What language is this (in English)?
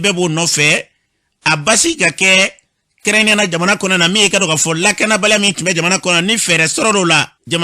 Bambara